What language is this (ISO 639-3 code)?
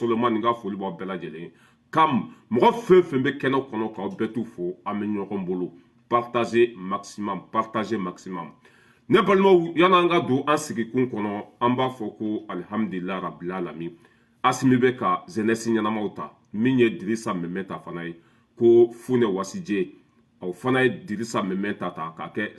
bam